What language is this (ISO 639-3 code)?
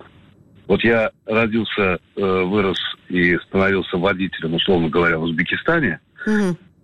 rus